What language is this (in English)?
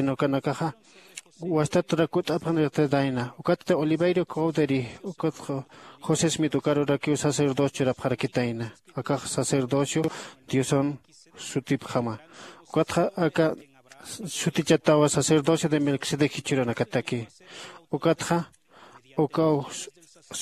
Aymara